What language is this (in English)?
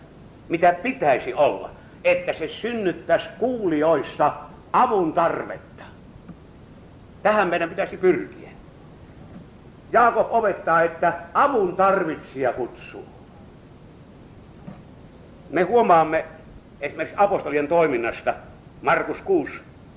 Finnish